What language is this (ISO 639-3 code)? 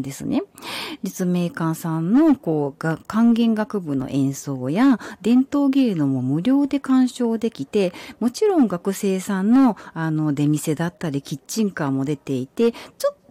jpn